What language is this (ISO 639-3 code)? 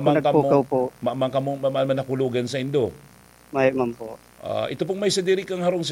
bik